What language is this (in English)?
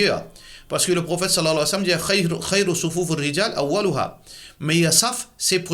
Morisyen